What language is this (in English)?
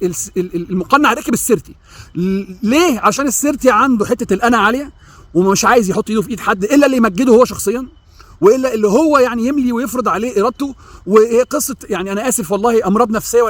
Egyptian Arabic